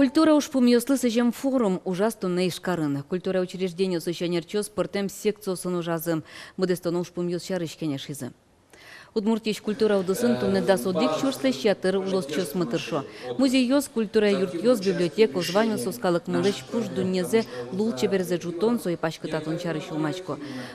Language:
Udmurt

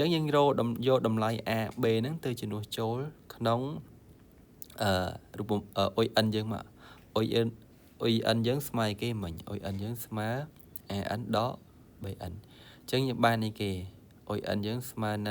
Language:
Khmer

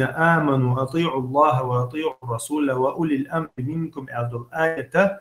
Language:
Chechen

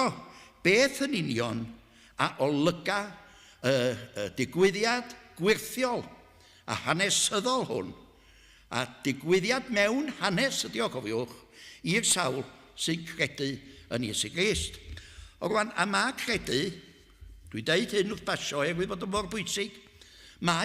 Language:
Welsh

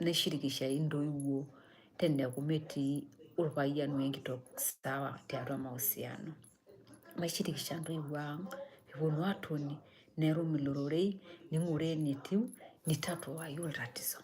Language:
Masai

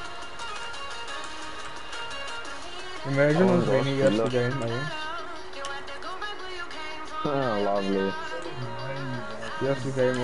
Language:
Afrikaans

